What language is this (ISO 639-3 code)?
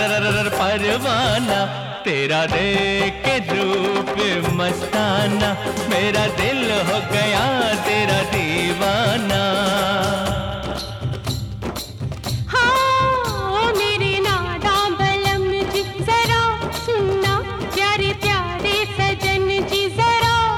hin